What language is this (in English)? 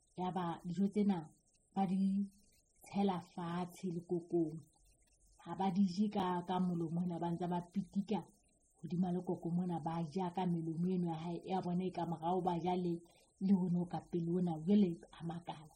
Southern Sotho